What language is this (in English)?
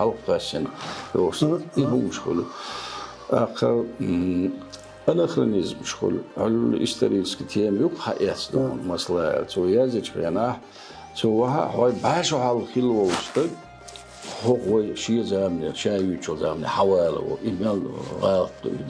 Chechen